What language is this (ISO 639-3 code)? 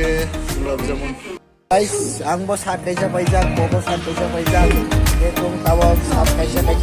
trp